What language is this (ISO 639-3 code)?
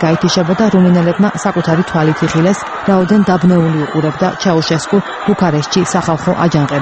kat